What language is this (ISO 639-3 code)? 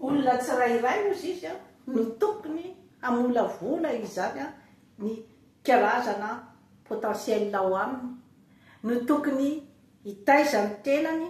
mlg